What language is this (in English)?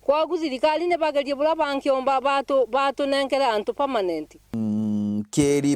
Meru